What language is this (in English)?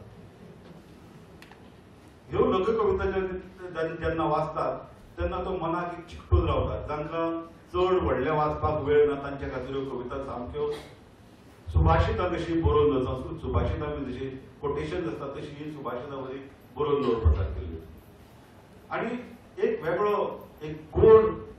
Konkani